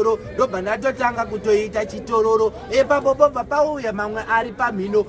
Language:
Shona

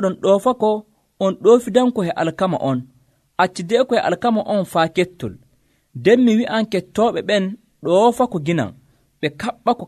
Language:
Nigerian Fulfulde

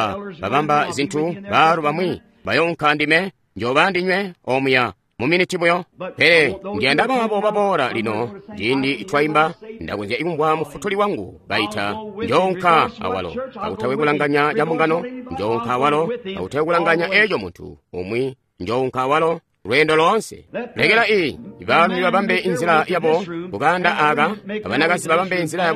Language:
Tonga (Zambia)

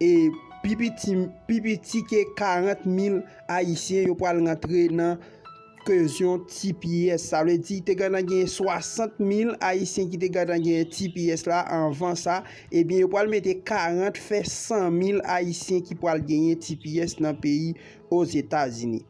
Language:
Haitian Creole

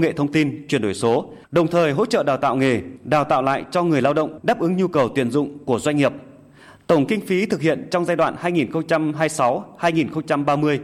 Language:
Vietnamese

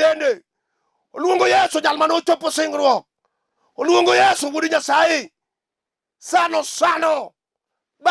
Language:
Luo (Kenya and Tanzania)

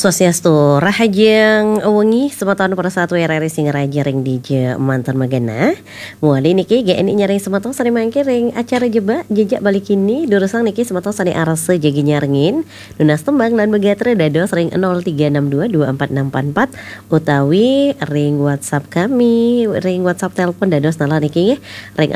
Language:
Balinese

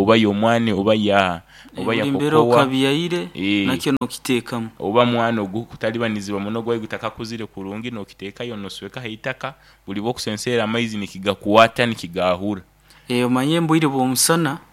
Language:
Nyoro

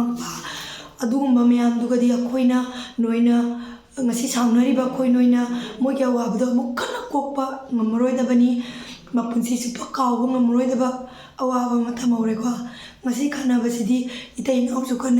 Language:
Manipuri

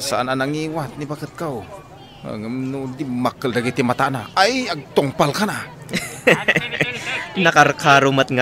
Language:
Iloko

